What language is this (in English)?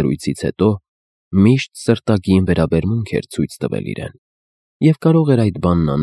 Armenian